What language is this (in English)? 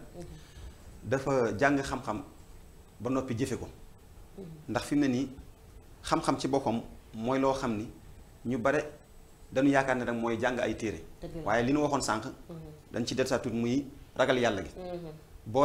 Wolof